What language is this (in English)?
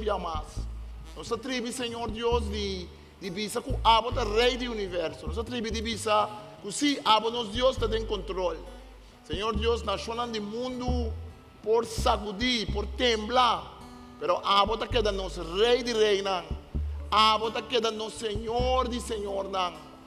Papiamento